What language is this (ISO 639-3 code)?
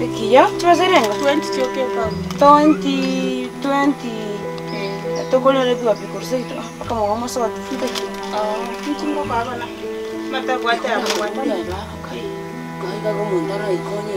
guz